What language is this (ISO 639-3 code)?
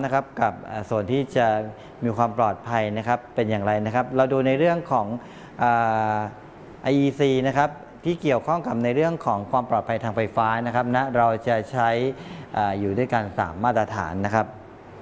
tha